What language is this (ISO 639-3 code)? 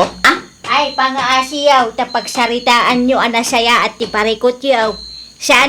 ilo